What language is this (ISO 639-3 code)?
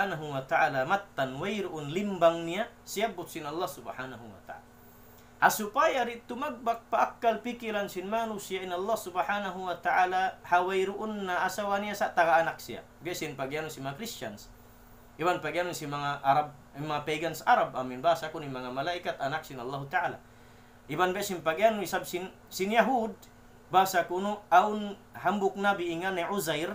tsg